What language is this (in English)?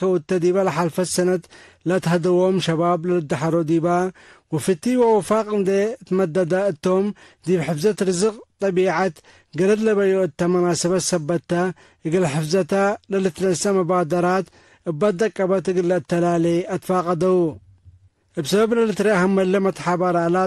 Tigre